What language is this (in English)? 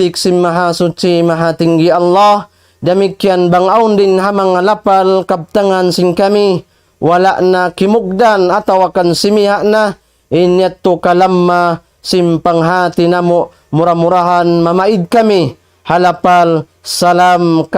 Tausug